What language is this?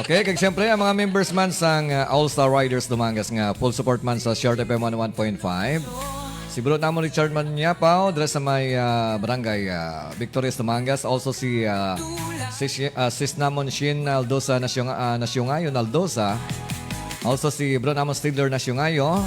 Hiligaynon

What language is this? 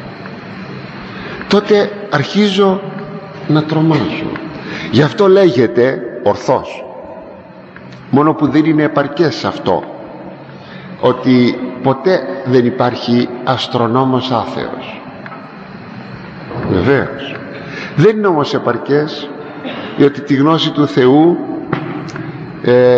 Greek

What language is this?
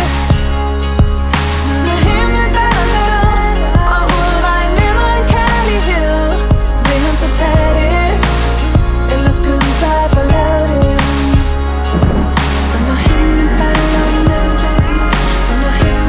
Danish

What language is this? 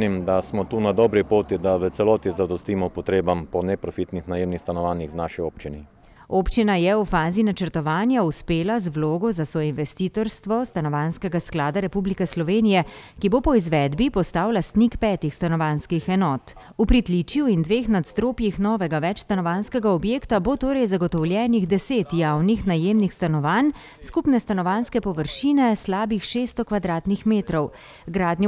Slovenian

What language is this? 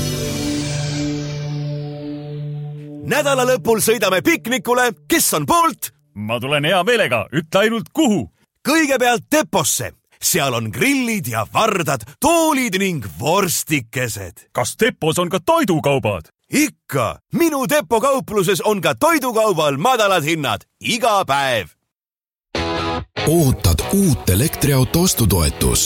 Estonian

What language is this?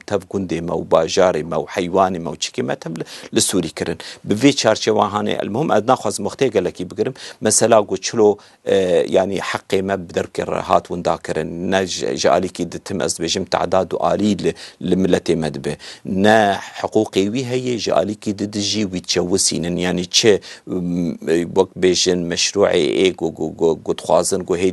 Kurdish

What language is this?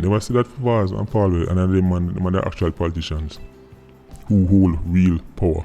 Jamaican Creole English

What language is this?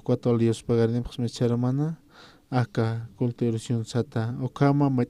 Aymara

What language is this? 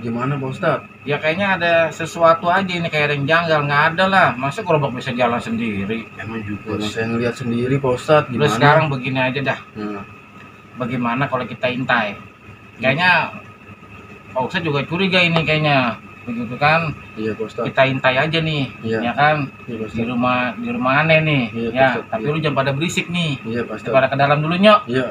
Betawi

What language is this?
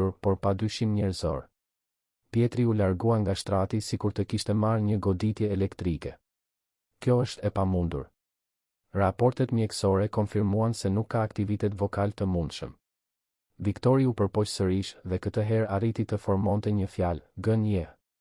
Albanian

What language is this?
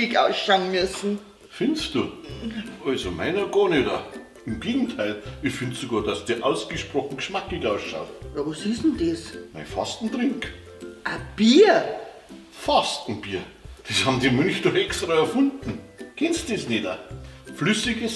Bavarian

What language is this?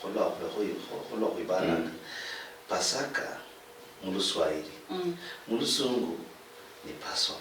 Luyia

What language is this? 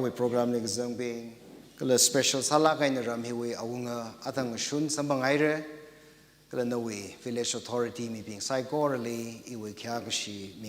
Tangkhul Naga (India)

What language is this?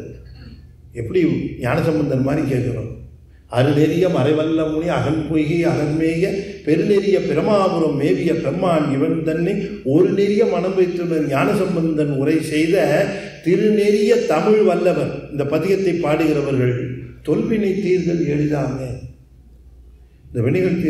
Tamil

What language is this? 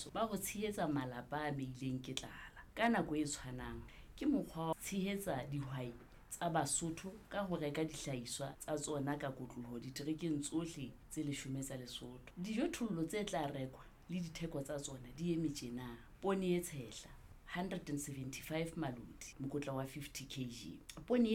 Southern Sotho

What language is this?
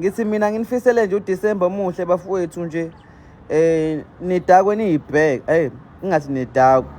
Zulu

